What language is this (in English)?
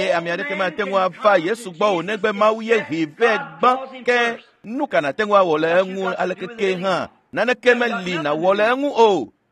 Ewe